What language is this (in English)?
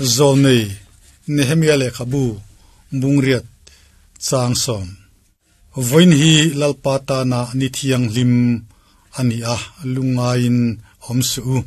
Mizo